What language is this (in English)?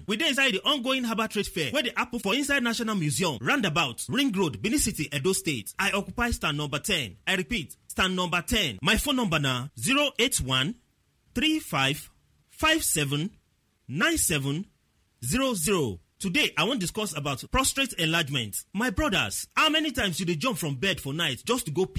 Nigerian Pidgin